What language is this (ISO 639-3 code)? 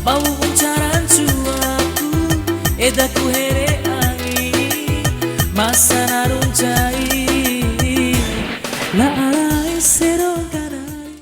bhp